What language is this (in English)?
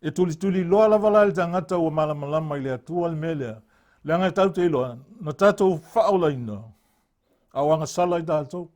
Samoan